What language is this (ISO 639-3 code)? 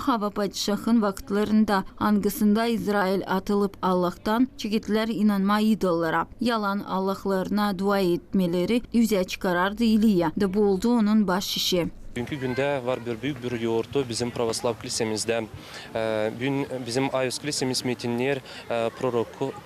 gag